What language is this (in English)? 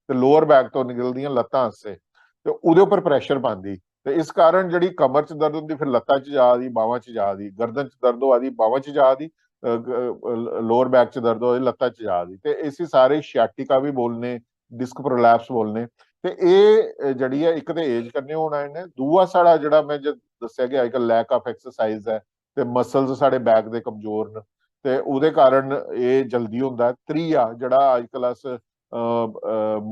Dogri